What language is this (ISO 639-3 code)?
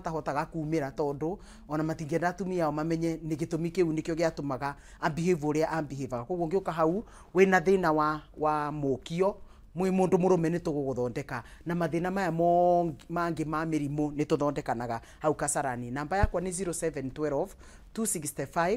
kik